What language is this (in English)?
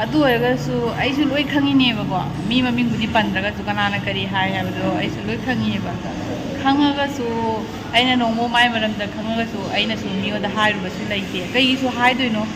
Manipuri